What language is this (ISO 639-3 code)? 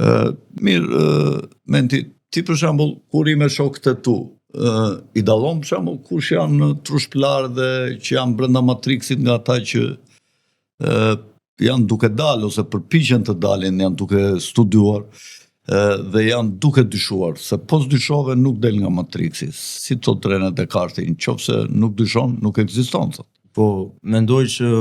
sqi